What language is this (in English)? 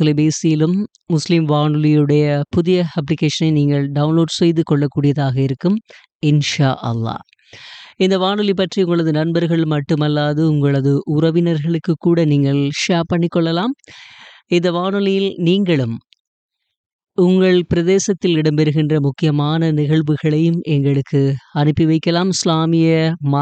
Tamil